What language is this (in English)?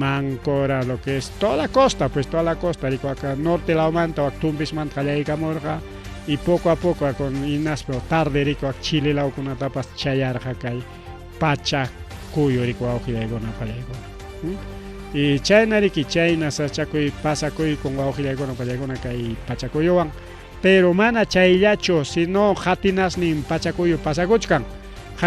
Ayacucho Quechua